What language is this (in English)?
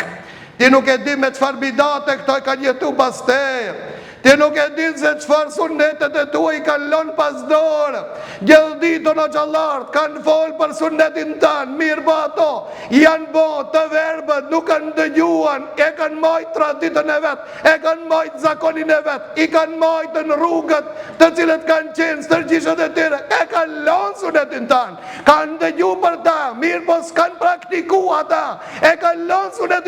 Albanian